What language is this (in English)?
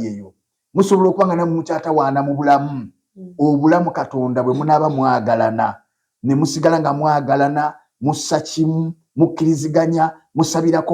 Ganda